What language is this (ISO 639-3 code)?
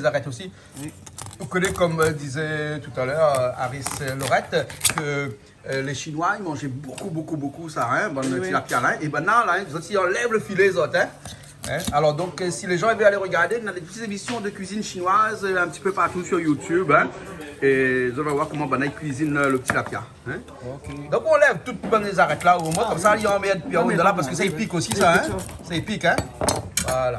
rcf